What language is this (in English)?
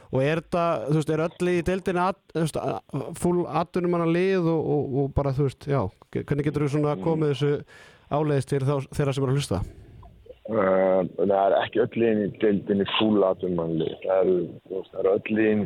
Icelandic